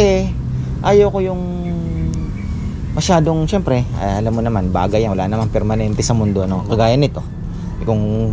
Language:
Filipino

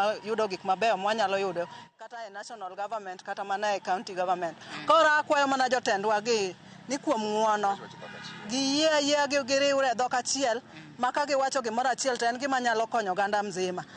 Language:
Luo (Kenya and Tanzania)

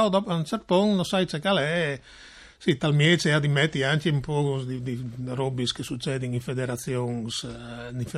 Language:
Friulian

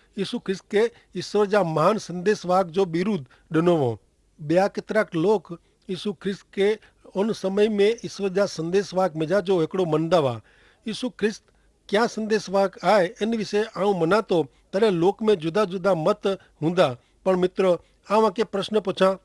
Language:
Kachhi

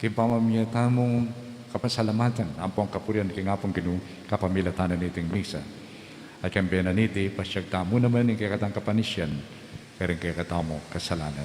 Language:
Pampanga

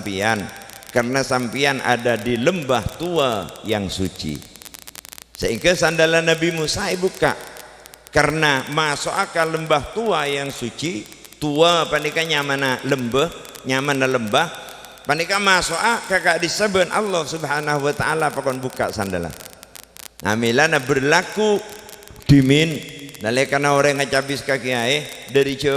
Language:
Madurese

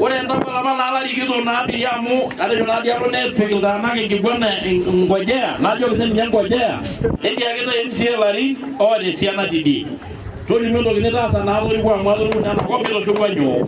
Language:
Masai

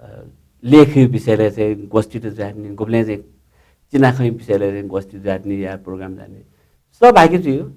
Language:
Newari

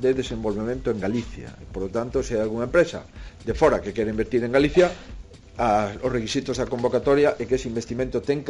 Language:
Galician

